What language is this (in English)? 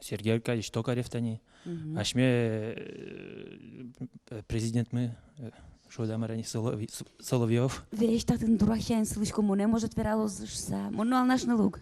Udmurt